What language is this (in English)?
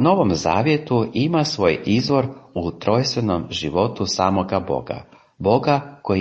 Croatian